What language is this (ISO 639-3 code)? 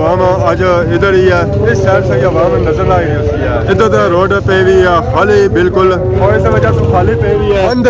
phr